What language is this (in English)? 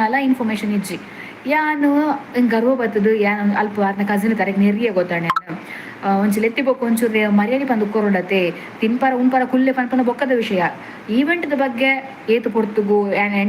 Tulu